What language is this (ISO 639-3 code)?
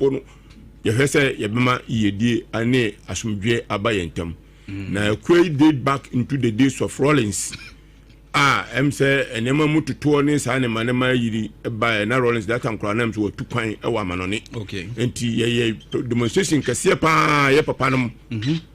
aka